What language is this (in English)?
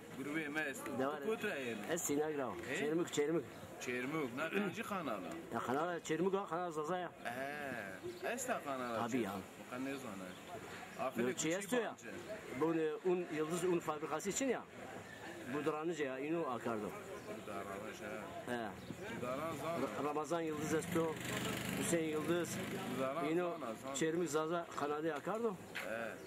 Zaza